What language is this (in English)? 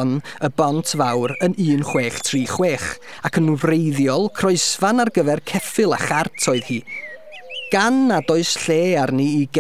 Welsh